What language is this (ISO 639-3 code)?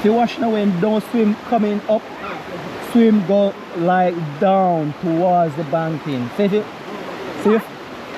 jam